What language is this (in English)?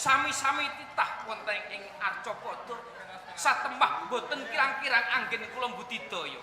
Javanese